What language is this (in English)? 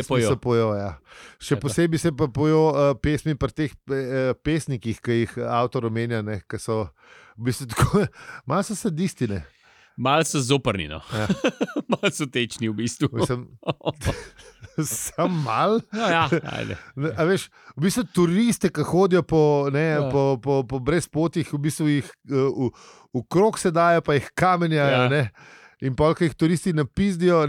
Slovenian